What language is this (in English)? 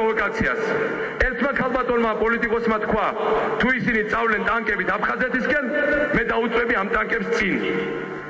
Georgian